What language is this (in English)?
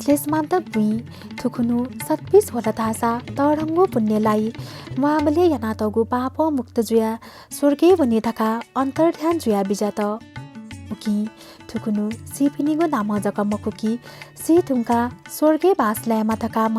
Newari